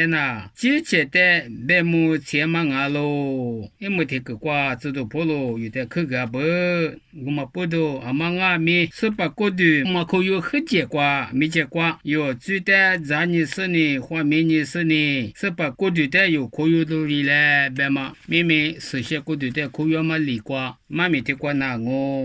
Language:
Lisu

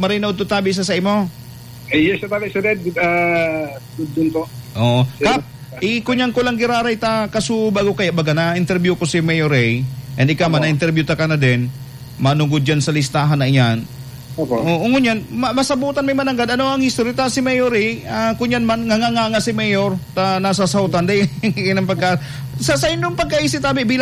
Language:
Bikol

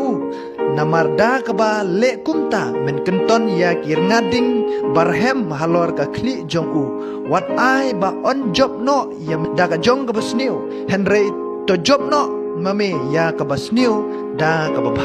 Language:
Khasi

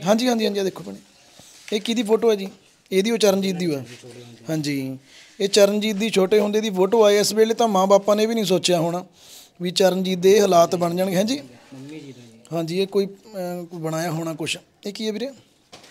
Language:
Punjabi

